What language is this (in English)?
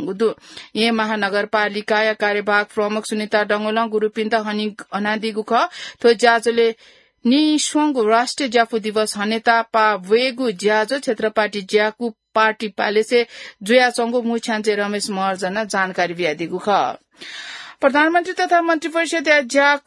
Newari